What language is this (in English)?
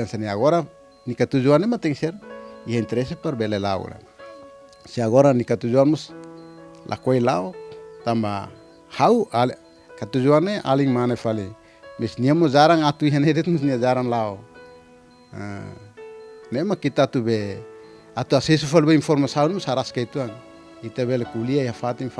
Tetum